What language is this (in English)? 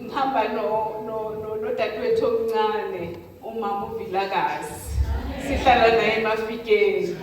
Zulu